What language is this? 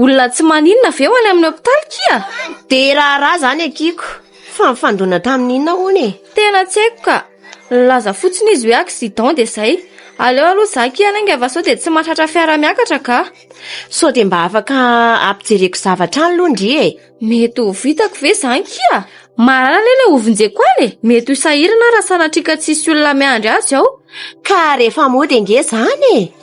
Malagasy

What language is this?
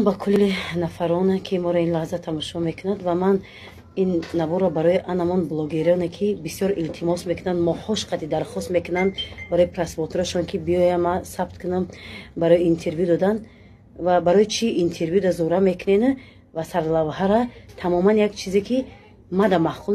Tajik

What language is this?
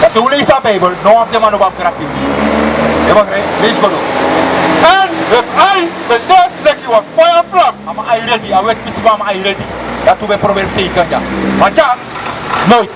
Sranan Tongo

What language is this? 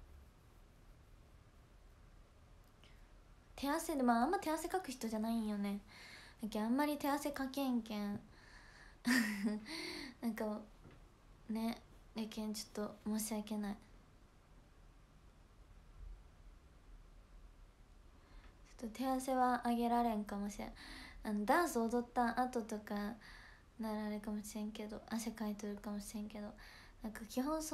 Japanese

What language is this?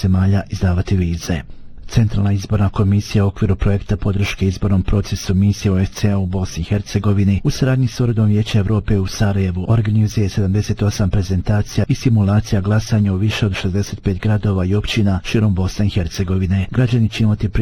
Bosnian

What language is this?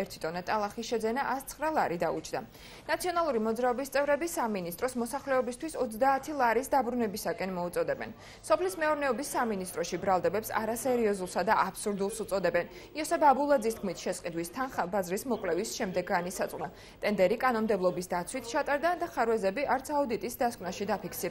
Georgian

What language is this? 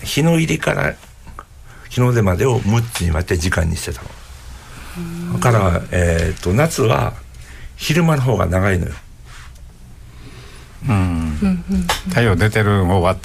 Japanese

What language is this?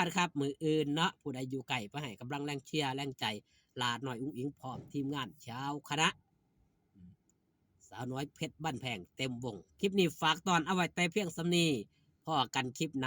Northeastern Thai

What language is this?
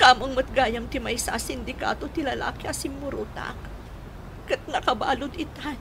Iloko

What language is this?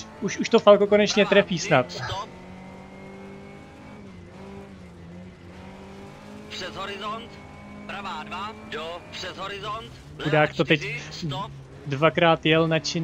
Czech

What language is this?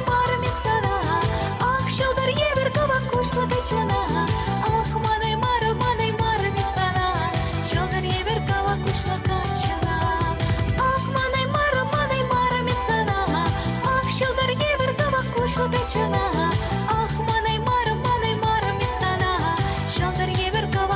Chuvash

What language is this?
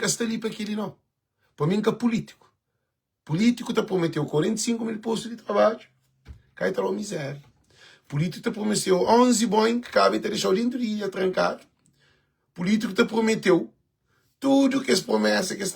Kabuverdianu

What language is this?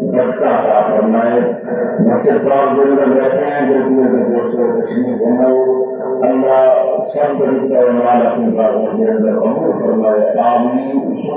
Saraiki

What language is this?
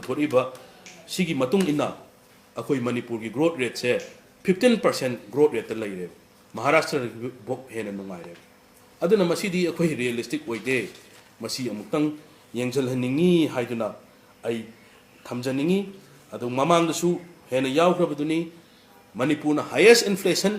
Manipuri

